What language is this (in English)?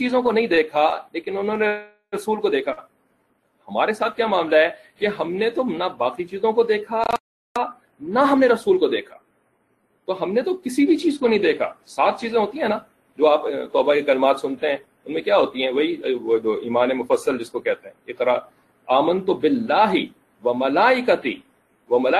Urdu